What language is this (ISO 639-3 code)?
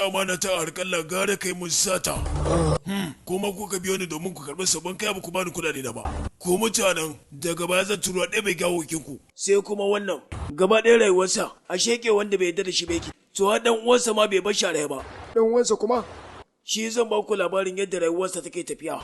hau